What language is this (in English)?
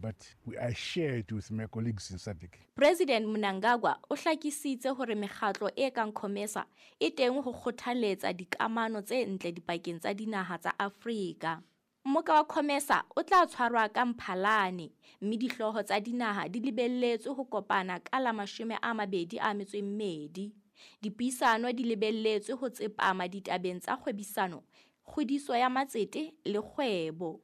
Southern Sotho